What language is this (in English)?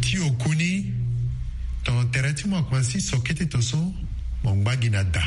Sango